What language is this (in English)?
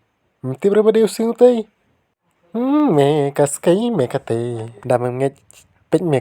Khasi